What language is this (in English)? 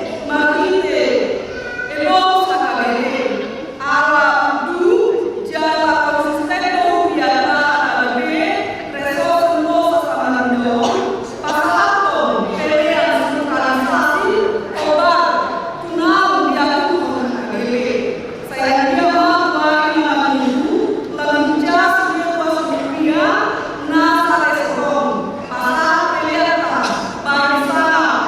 Batak Toba